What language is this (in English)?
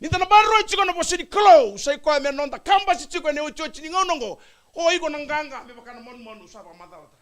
Fijian